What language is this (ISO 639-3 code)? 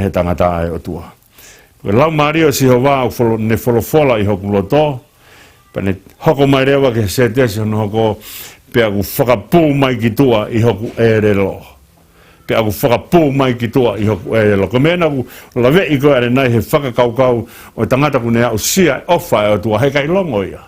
ton